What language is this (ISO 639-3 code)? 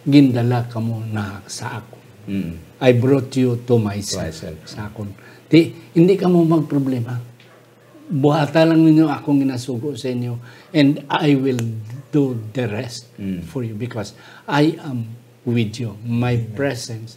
hil